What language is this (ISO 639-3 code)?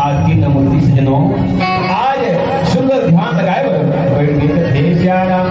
hne